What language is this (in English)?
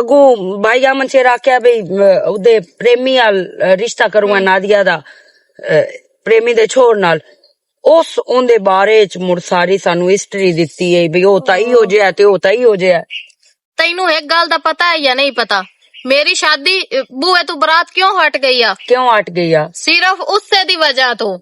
Western Panjabi